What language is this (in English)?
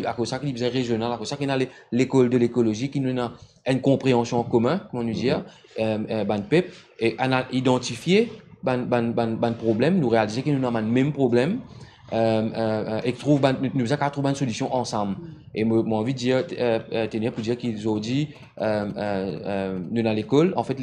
Morisyen